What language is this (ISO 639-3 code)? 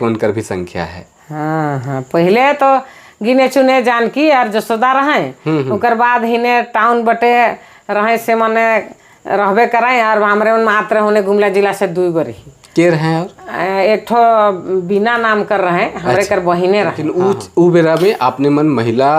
sck